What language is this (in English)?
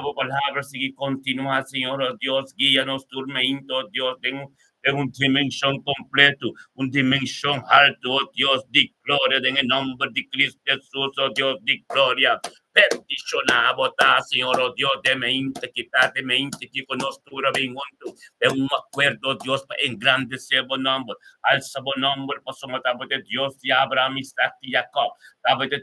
Papiamento